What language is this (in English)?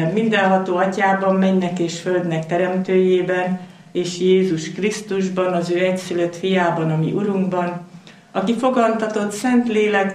Hungarian